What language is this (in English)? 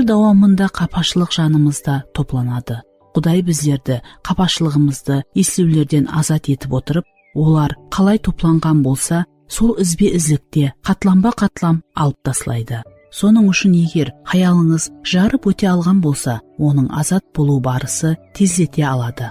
Kara-Kalpak